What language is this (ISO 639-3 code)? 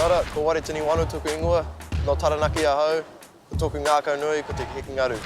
mri